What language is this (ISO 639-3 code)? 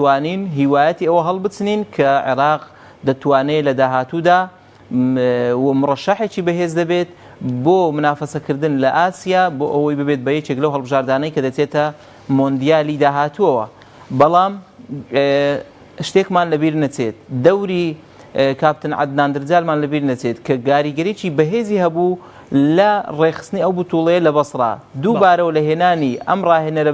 ckb